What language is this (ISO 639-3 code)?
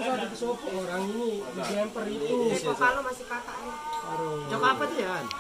sas